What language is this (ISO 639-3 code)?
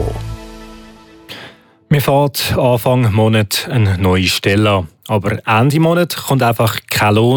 deu